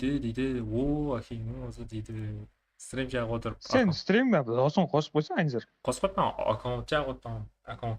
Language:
Kara-Kalpak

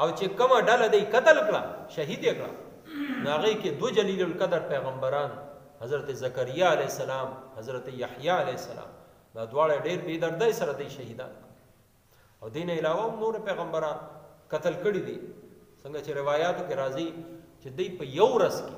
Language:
Pashto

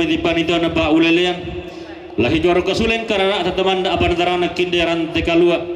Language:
Toraja-Sa'dan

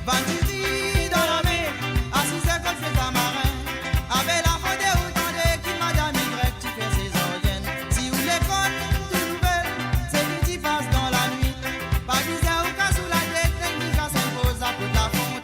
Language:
Morisyen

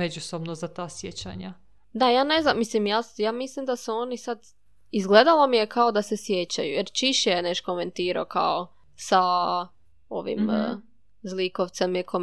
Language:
Serbian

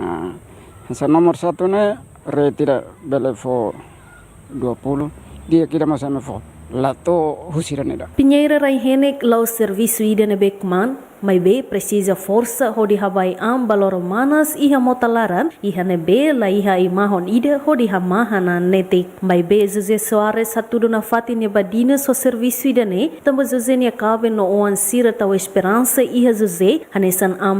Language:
Tetum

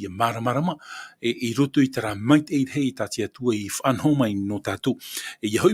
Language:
Tahitian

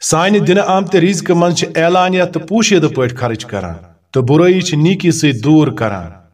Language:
Kashmiri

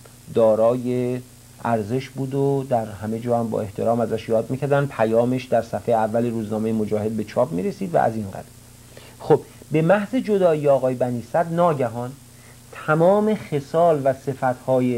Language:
Persian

